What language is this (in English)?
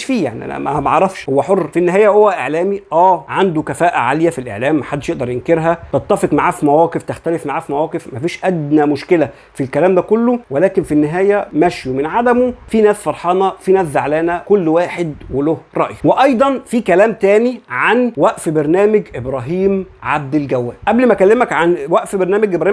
Egyptian Arabic